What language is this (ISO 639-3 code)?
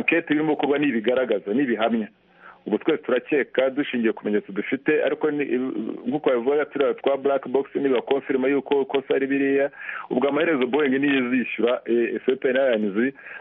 kin